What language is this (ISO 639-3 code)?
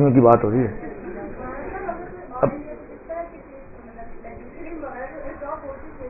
urd